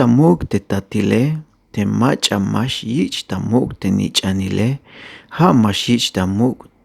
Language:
Tzeltal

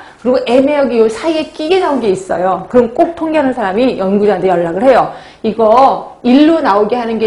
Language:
Korean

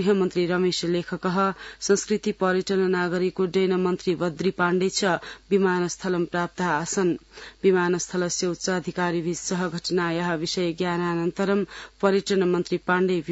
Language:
Sanskrit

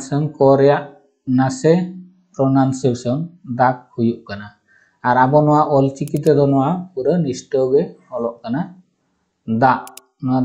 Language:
Santali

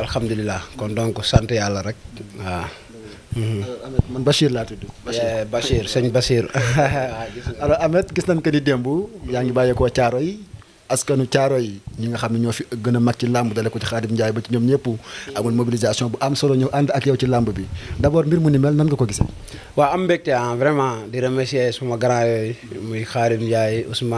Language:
Wolof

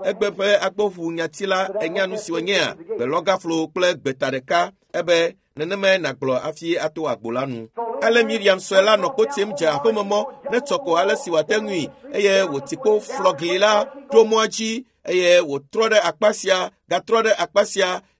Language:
Ewe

